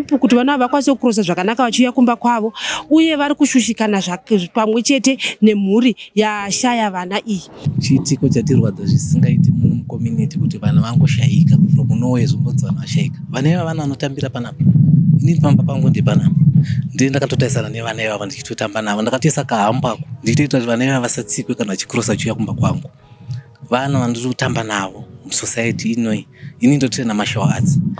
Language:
Shona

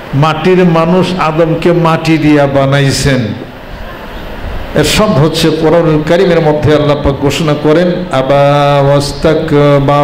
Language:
Bangla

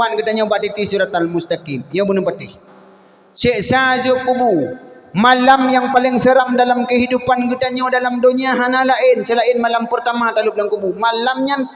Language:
Achinese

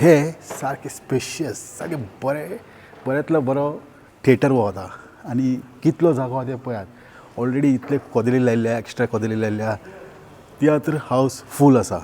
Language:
Konkani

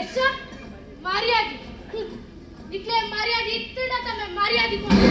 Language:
Tulu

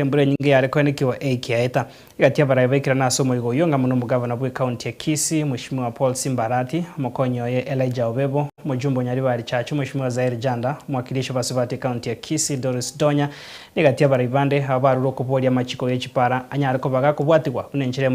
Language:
Gusii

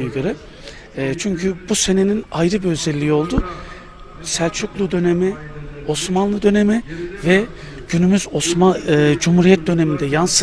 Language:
Turkish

